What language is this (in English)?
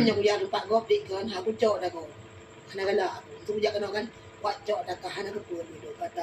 Achinese